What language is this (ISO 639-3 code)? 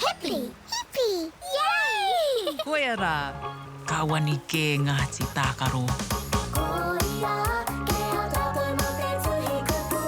mri